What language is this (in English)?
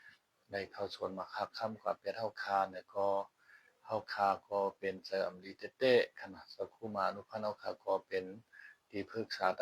Shan